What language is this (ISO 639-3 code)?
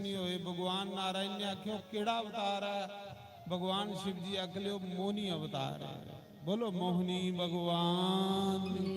doi